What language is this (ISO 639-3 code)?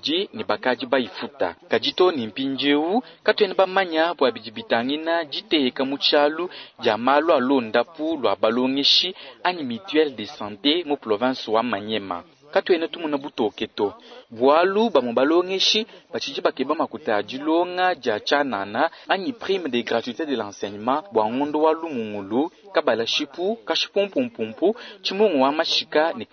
lua